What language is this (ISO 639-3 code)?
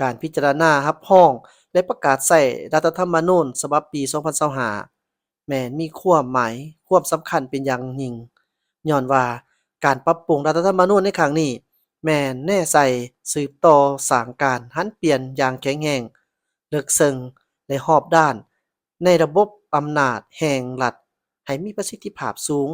lao